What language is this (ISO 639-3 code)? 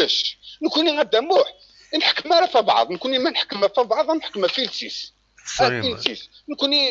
kab